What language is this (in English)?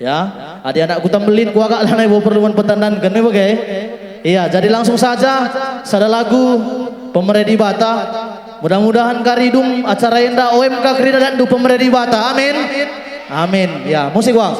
Batak Karo